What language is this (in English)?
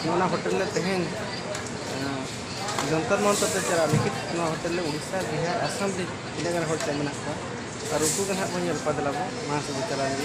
Santali